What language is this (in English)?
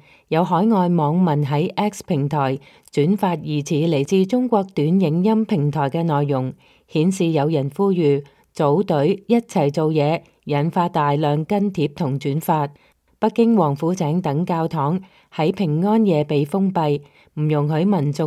Cantonese